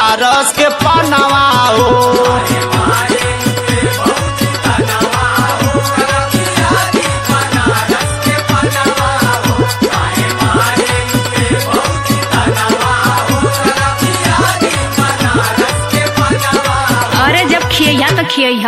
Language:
Bhojpuri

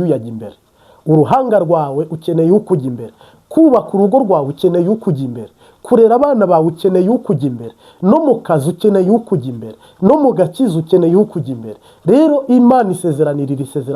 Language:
Kinyarwanda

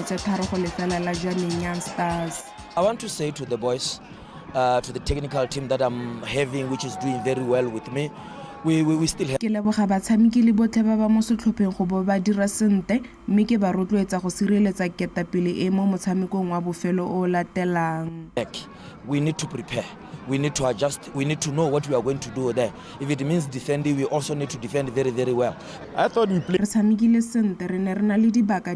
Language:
Tswana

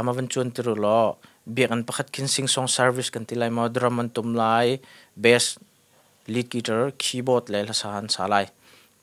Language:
Hakha Chin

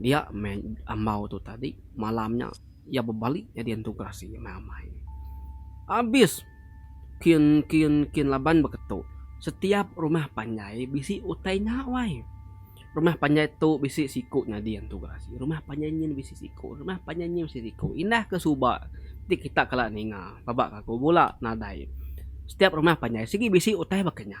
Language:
Iban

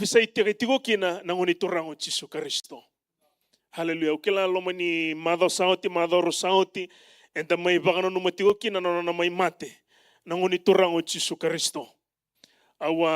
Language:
Fijian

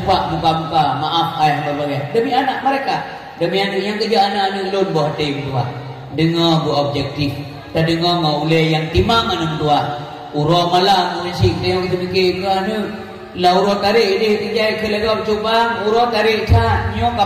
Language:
Achinese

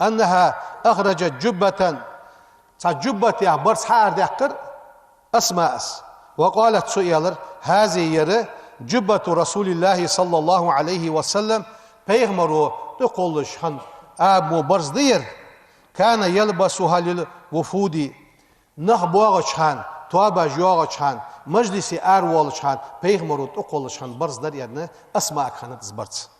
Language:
Ingush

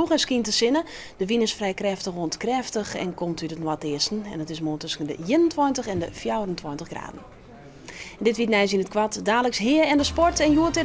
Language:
Western Frisian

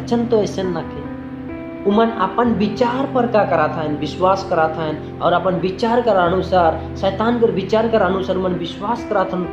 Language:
Sadri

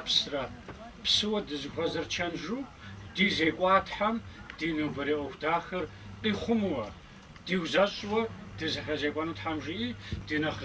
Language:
Kabardian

